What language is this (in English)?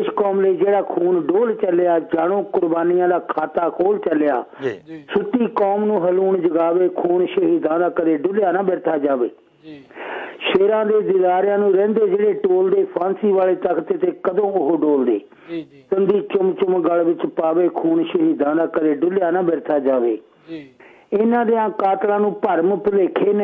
Punjabi